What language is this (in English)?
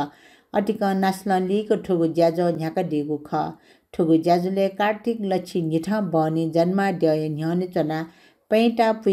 Newari